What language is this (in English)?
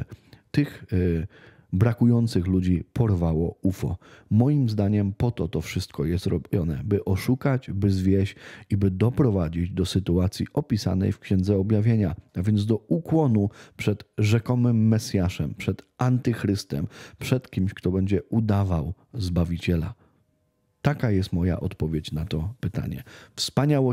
Polish